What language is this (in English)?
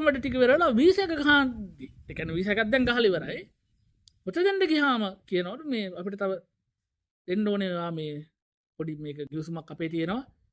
Sinhala